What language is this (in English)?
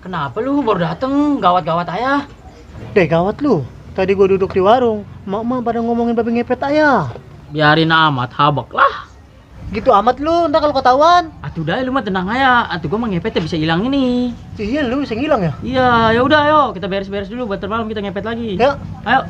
Betawi